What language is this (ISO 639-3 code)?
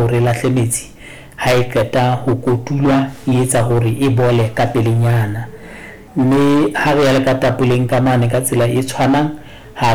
sot